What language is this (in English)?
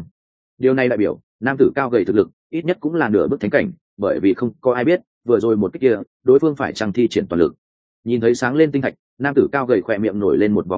Vietnamese